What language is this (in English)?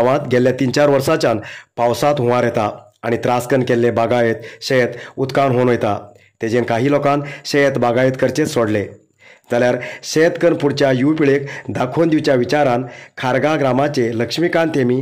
Konkani